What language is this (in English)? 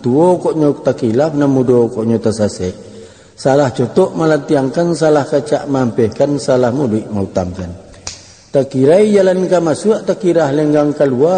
Minangkabau